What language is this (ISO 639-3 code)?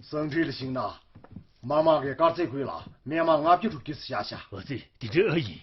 bod